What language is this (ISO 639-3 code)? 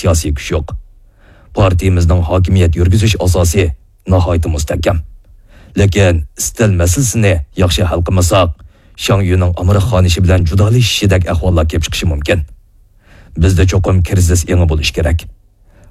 uig